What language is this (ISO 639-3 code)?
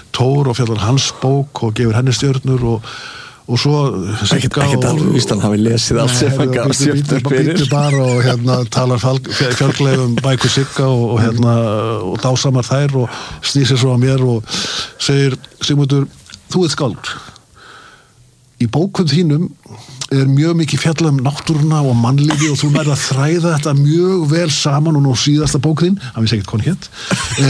isl